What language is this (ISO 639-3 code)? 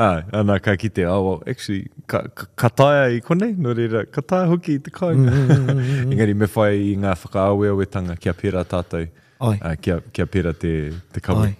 mri